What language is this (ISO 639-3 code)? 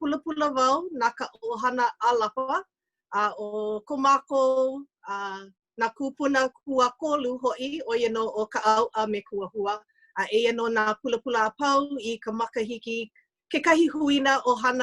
haw